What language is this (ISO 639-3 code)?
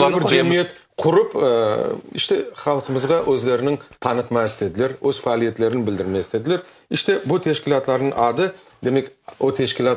crh